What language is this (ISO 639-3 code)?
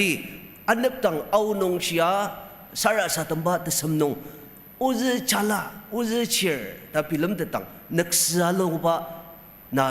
njo